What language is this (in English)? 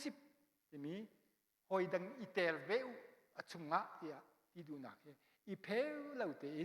Hakha Chin